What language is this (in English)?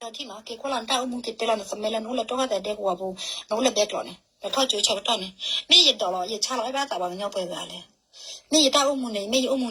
S'gaw Karen